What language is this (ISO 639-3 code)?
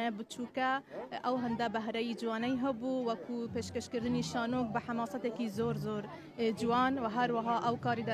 ckb